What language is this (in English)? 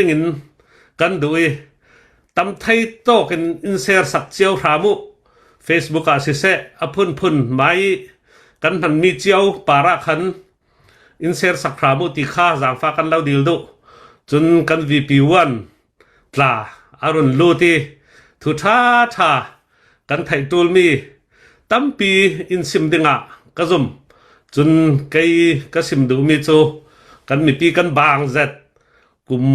Hakha Chin